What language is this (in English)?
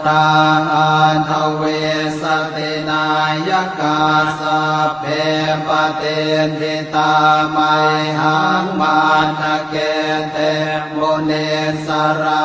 Pali